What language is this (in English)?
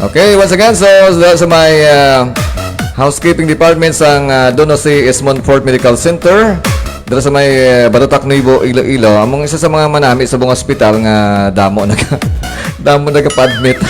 Hiligaynon